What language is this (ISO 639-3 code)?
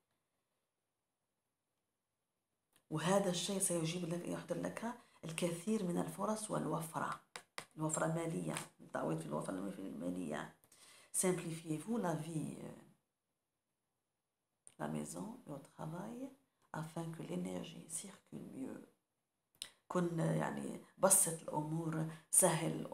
ara